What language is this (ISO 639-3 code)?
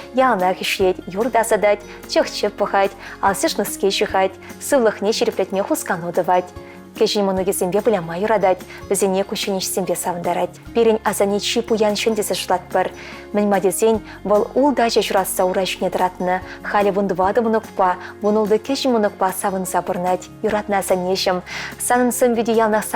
chv